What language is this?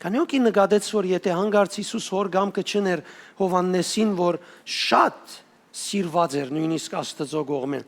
Western Armenian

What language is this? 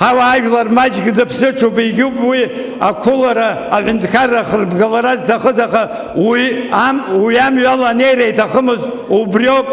Abkhazian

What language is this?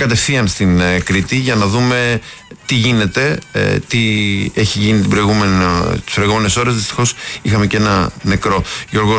Greek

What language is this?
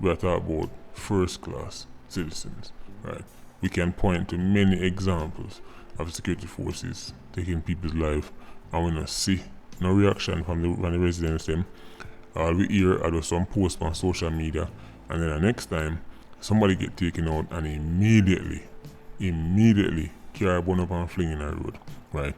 Jamaican Creole English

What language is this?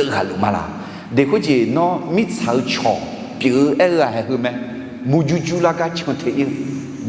Akha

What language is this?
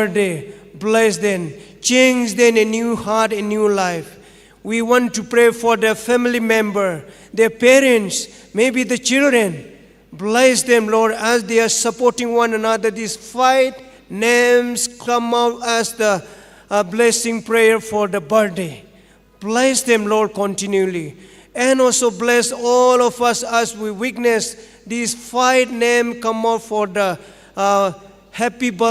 Tangkhul Naga (India)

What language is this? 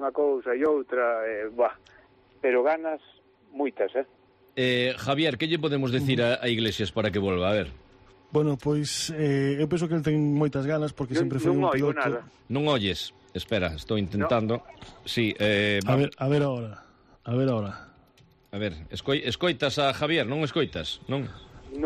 Galician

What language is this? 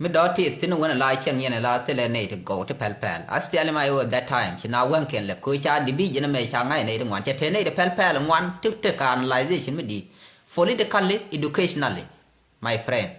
Nuer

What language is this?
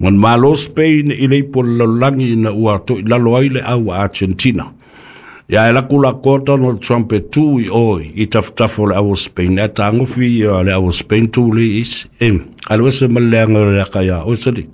Samoan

